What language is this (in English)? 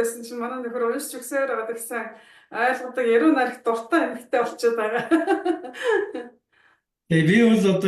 Mongolian